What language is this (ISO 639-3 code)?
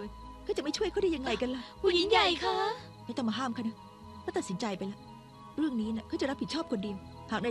tha